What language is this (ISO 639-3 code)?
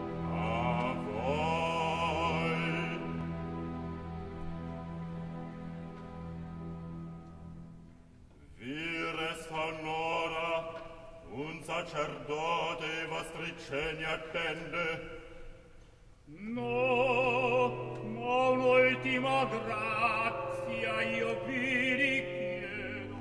ita